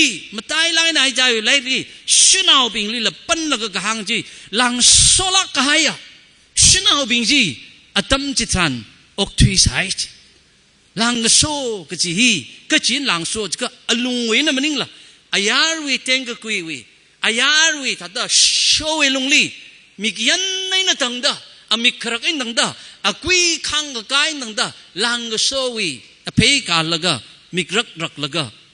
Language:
Tangkhul Naga (India)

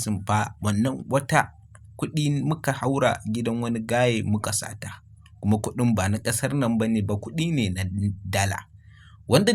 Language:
Hausa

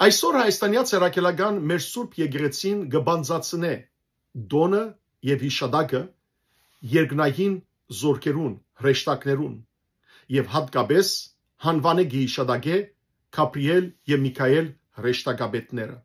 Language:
Western Armenian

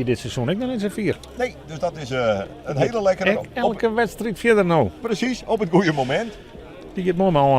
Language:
Western Frisian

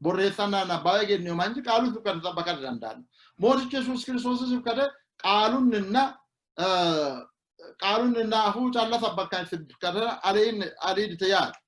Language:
Sidamo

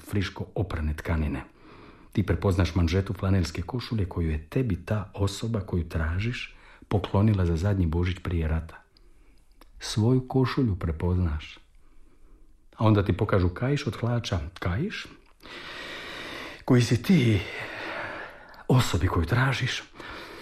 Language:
Croatian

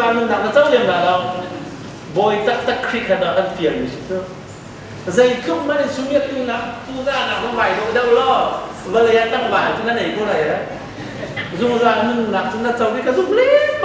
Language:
Hakha Chin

